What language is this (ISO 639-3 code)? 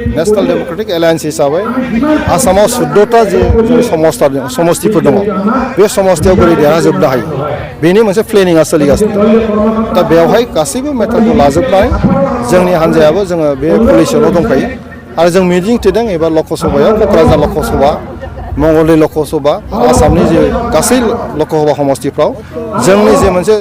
brx